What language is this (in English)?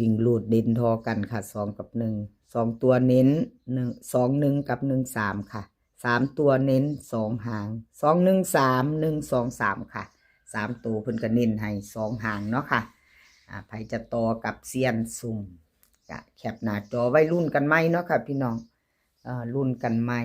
Lao